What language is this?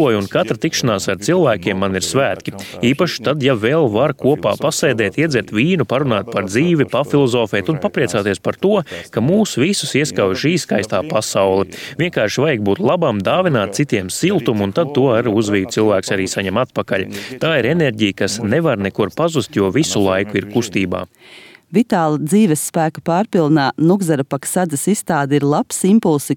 Latvian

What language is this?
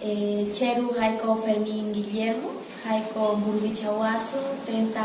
Eastern Bolivian Guaraní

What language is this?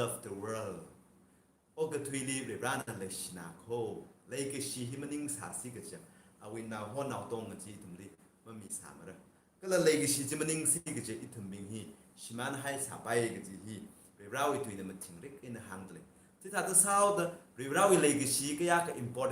Tangkhul Naga (India)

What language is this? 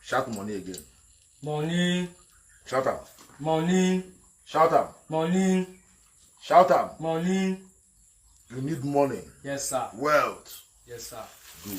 Nigerian Pidgin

